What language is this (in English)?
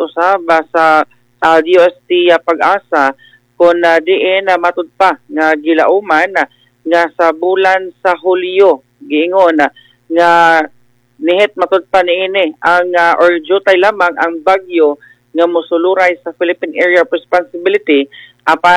Cebuano